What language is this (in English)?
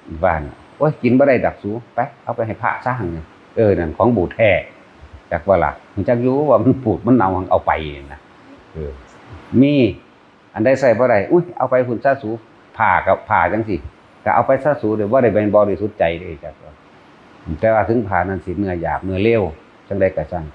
Northeastern Thai